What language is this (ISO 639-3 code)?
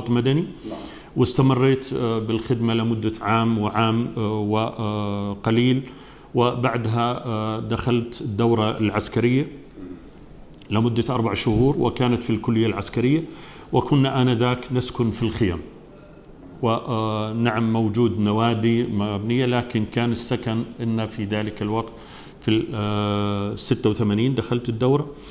ara